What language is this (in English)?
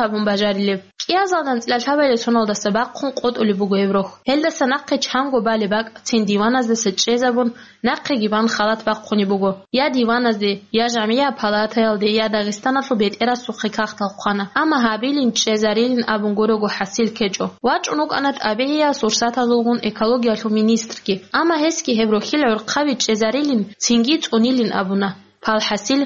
Avaric